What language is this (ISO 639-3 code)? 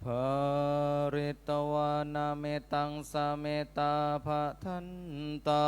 pli